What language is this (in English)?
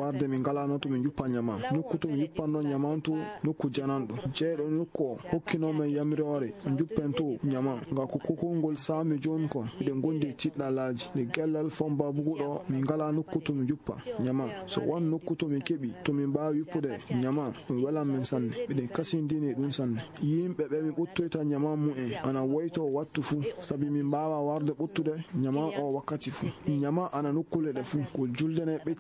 Fula